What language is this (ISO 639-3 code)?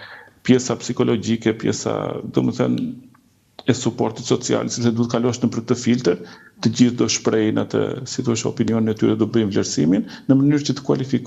sqi